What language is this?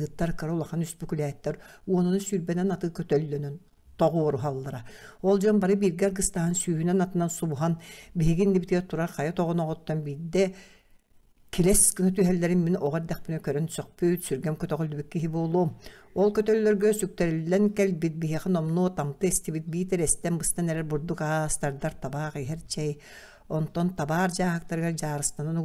Yakut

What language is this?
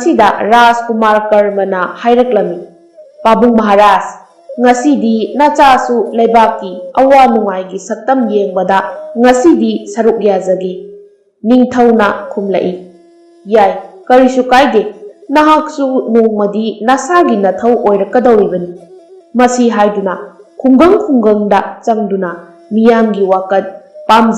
Manipuri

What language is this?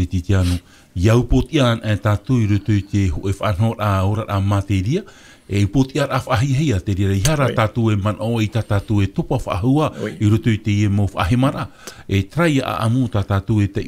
Tahitian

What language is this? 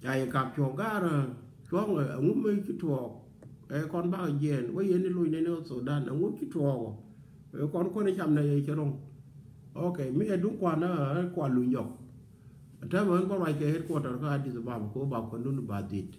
Nuer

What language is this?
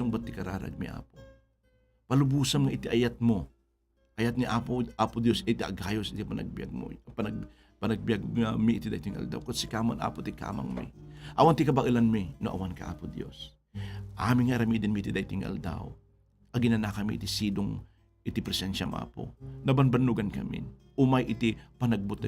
Iloko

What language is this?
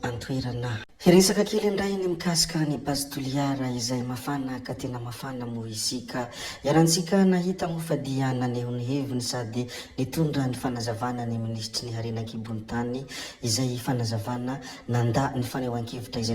Malagasy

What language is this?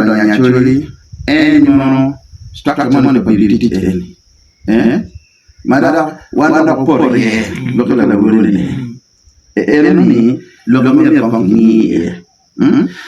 Acoli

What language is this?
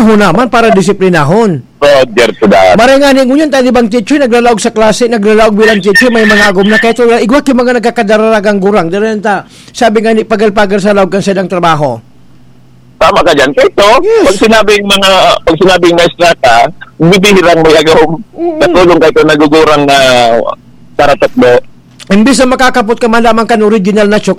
Bikol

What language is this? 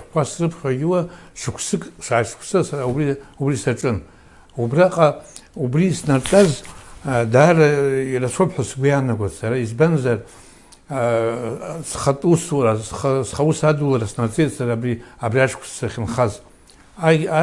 Abkhazian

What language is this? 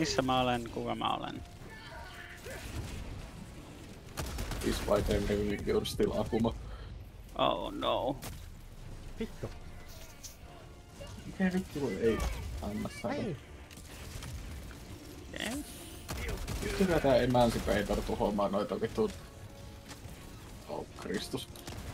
Finnish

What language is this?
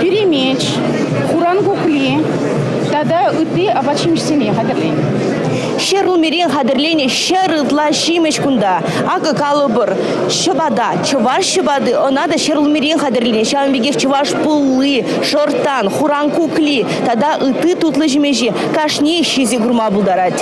Chuvash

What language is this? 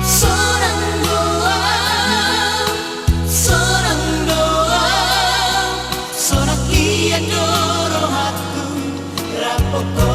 Batak Toba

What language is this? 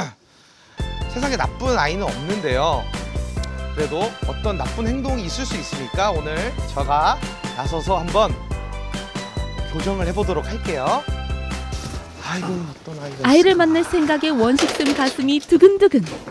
Korean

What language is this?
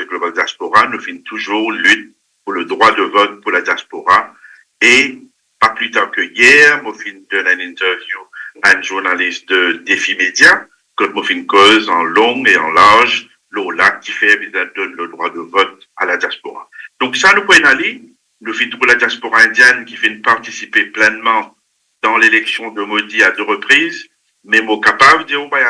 Morisyen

